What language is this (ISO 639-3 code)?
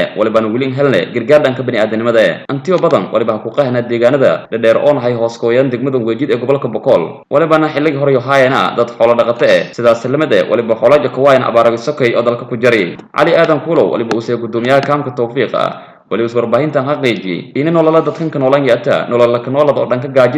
som